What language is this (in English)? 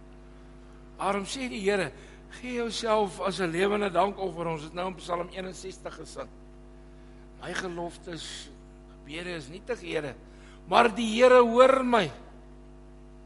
Afrikaans